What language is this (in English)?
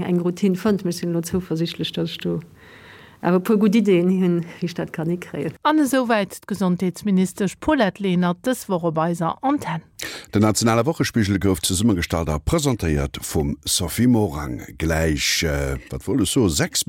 Luxembourgish